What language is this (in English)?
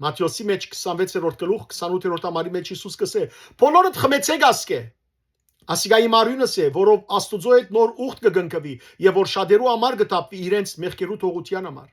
Western Armenian